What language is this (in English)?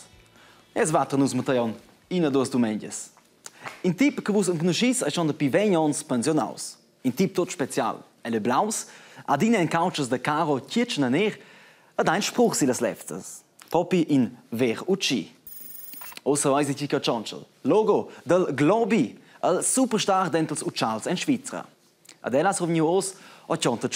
Romansh